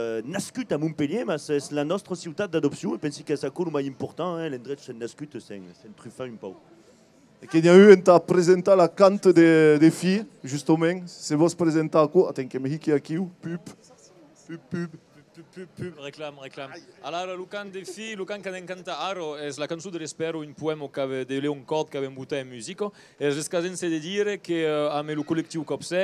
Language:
Occitan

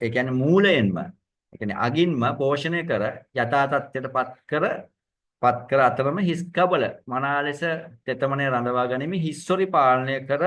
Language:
Sinhala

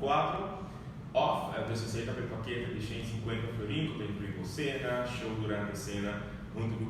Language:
Papiamento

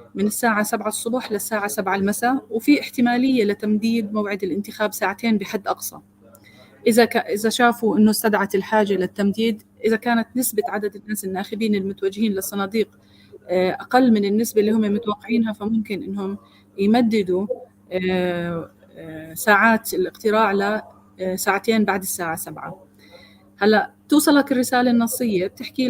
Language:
North Levantine Arabic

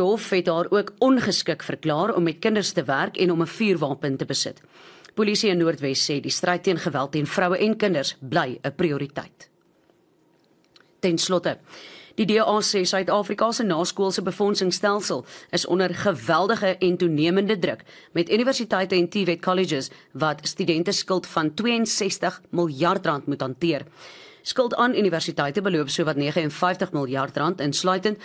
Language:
Afrikaans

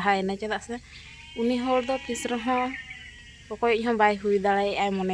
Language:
Santali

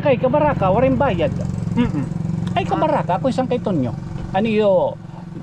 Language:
Waray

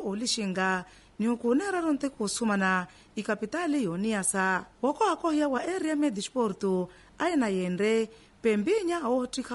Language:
Swahili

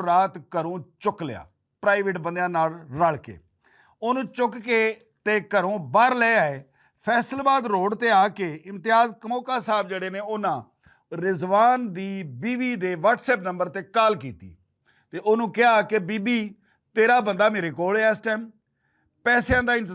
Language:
Western Panjabi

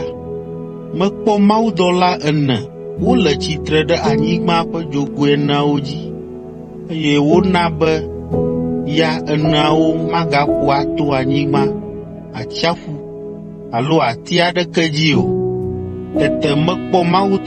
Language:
Ewe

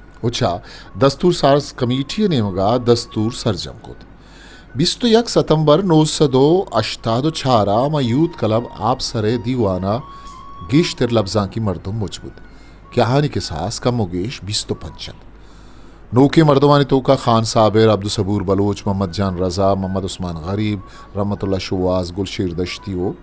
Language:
Eastern Balochi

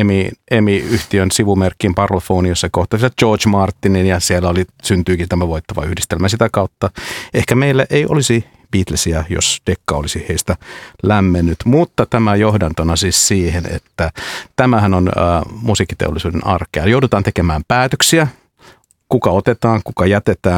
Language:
Finnish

